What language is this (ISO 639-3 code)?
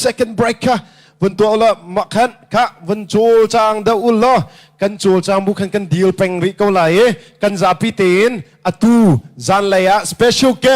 cnh